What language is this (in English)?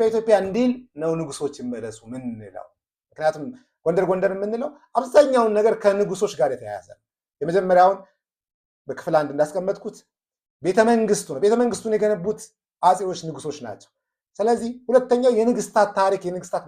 Amharic